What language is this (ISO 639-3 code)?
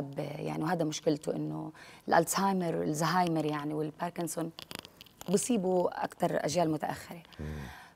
arz